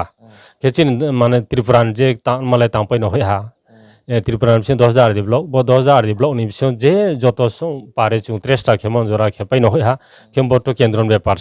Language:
Riang (India)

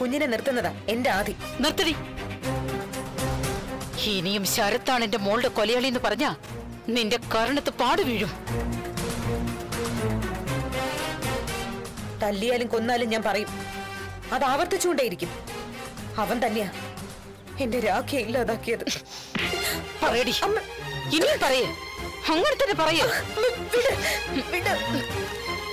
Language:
Malayalam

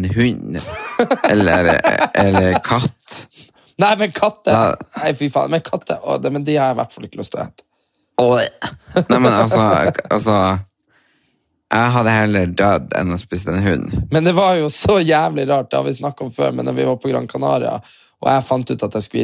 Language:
Norwegian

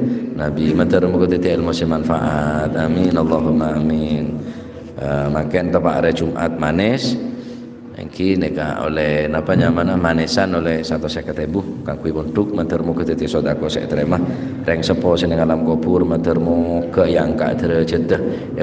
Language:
Madurese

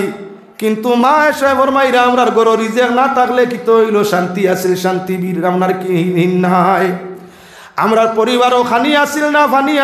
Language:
Sylheti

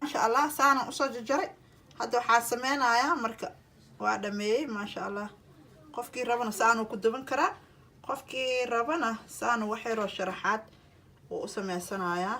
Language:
Somali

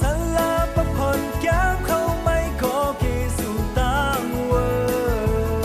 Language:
Khamti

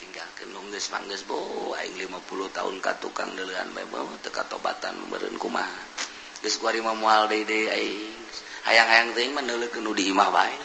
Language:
Sundanese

